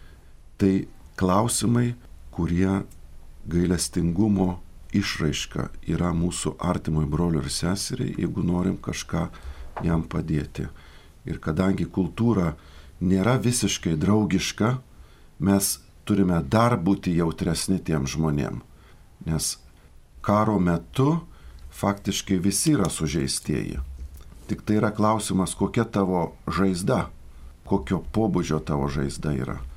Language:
Lithuanian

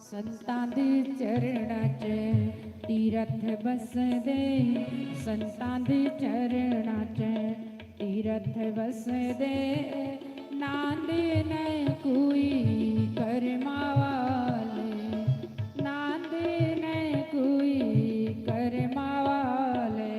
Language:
Dogri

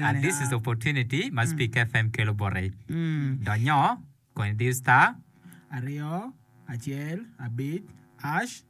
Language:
Acoli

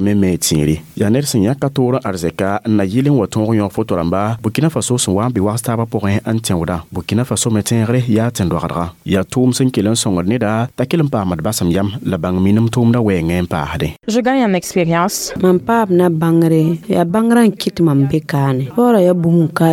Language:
Mossi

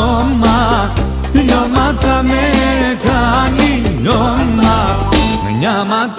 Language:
Greek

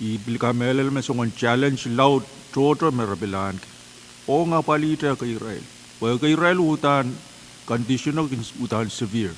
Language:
Pohnpeian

